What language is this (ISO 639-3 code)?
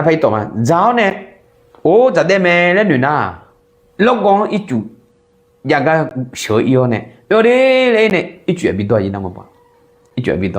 ahk